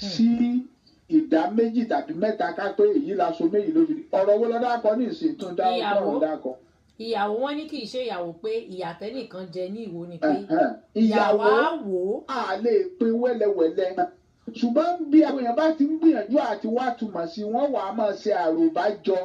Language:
Yoruba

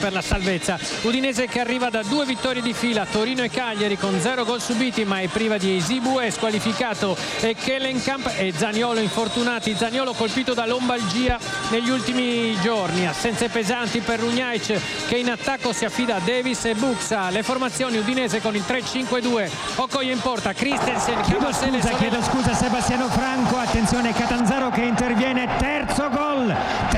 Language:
Italian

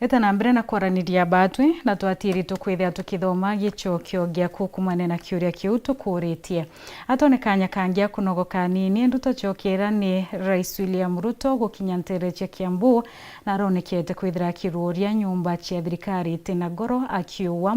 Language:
Meru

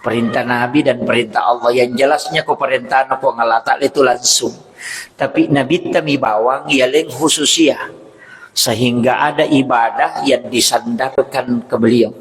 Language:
Buginese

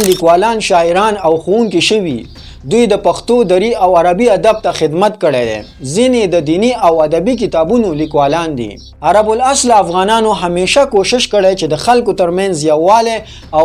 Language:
Pashto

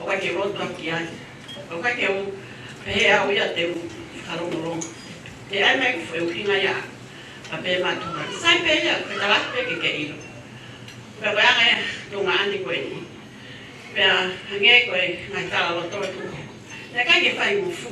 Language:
Tongan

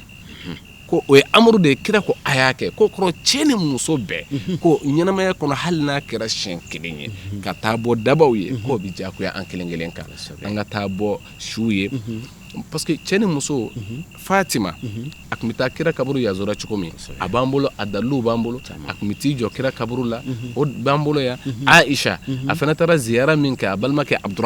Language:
Bambara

